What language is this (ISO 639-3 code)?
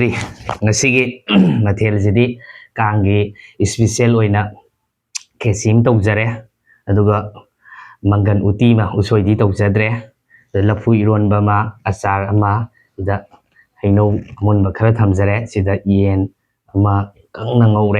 mni